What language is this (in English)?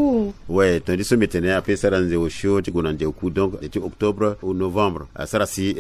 Sango